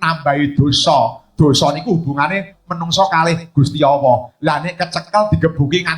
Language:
Javanese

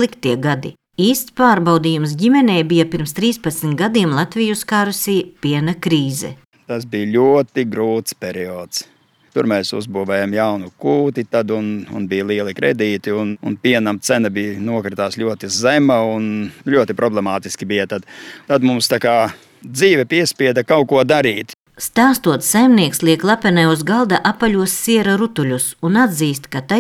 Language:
Latvian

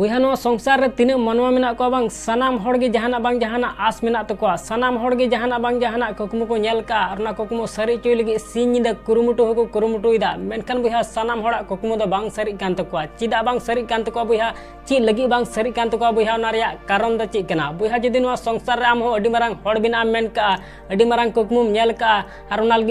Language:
Santali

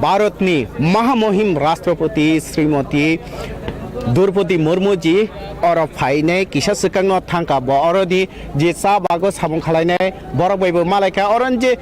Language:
Kok Borok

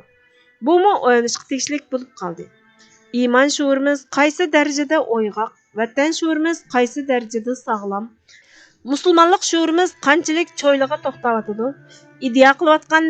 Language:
Uyghur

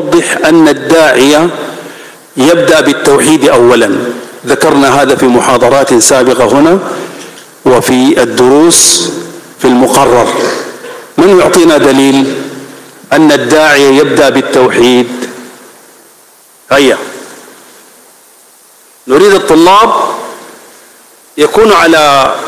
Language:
Arabic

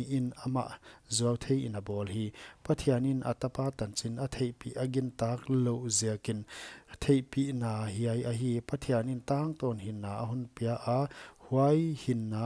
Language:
Paite Chin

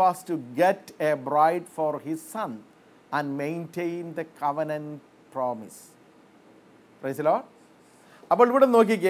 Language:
Malayalam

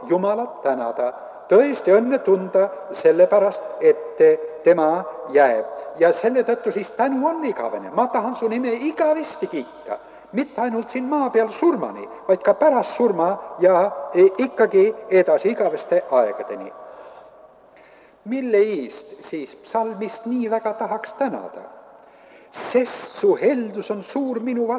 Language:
Estonian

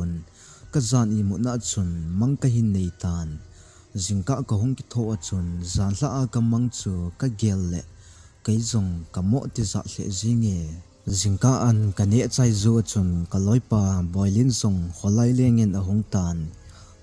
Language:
Thado Chin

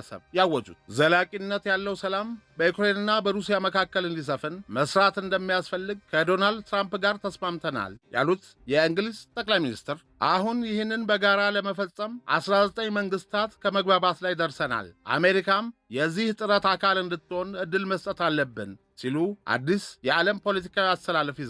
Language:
Amharic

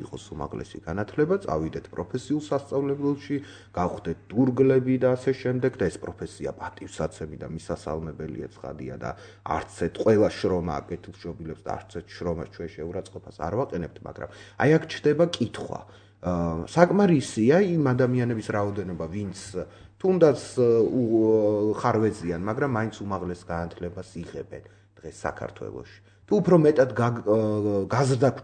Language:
Georgian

